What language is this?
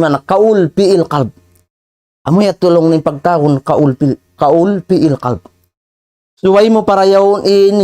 Tausug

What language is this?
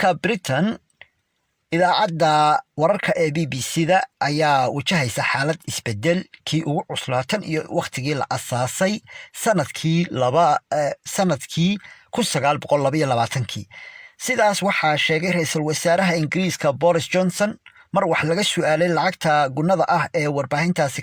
Somali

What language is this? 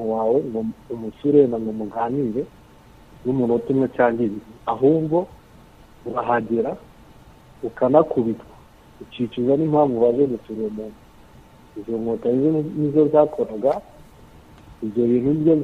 Kinyarwanda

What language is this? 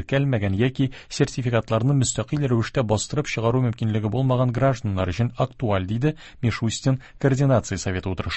Tatar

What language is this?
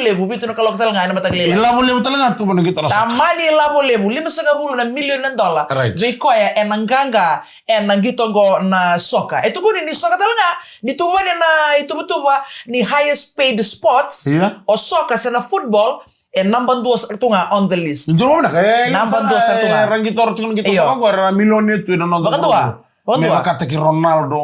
Fijian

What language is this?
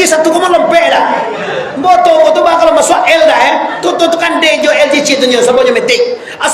Minangkabau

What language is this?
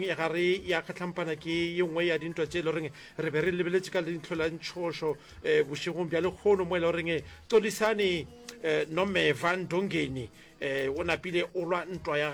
Northern Sotho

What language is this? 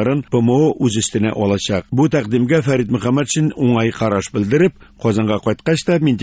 Tatar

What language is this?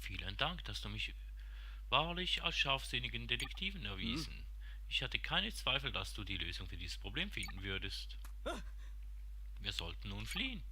Swiss German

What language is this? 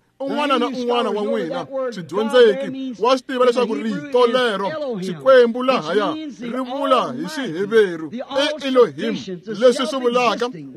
Tsonga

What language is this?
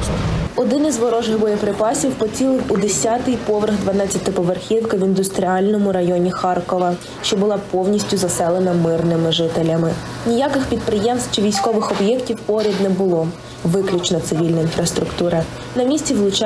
Ukrainian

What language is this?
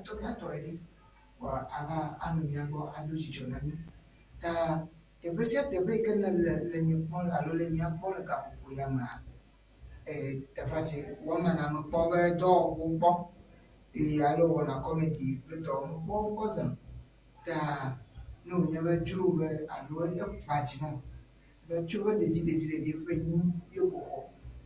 Ewe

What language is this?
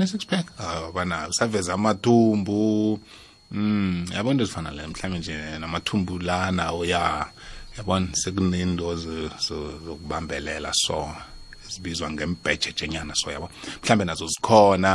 South Ndebele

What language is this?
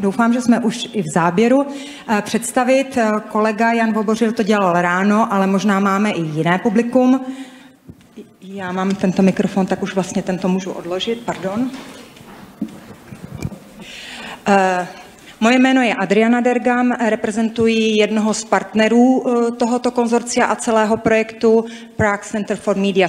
Czech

